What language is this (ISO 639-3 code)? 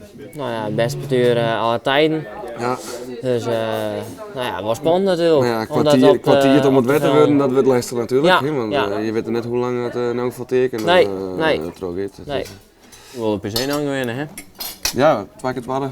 fry